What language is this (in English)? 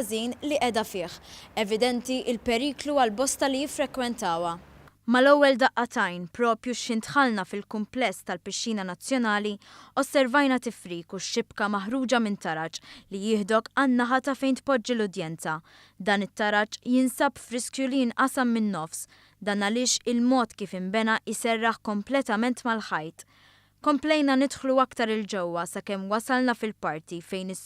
Maltese